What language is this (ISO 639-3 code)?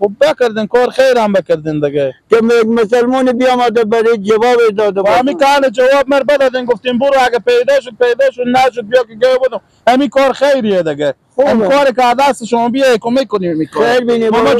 fas